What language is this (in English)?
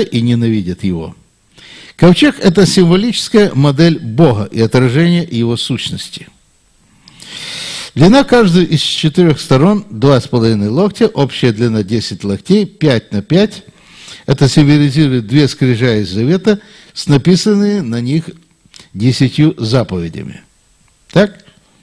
Russian